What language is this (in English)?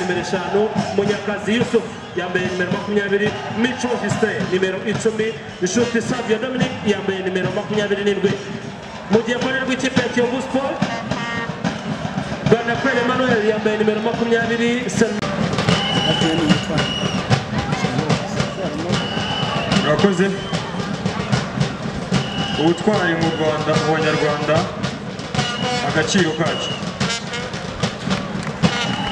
Kinyarwanda